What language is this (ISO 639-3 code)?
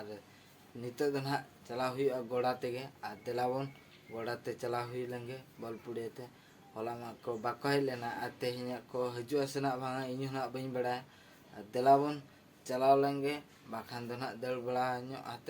sat